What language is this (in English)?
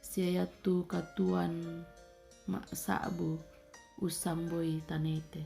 Toraja-Sa'dan